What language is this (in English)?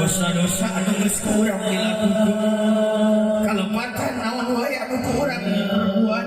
Sundanese